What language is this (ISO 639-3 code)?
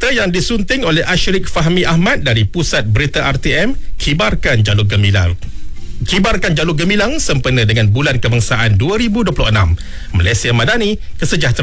msa